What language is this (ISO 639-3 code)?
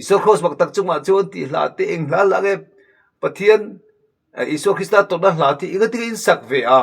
lus